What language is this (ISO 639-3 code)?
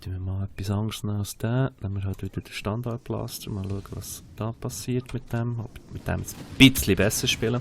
gsw